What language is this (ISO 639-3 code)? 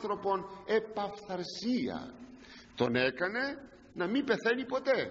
ell